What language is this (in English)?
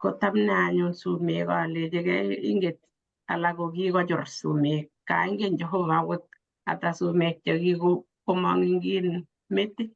Kalenjin